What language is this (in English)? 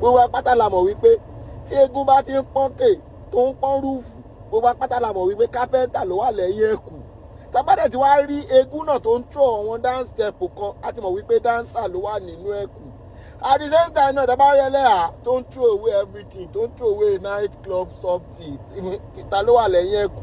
Yoruba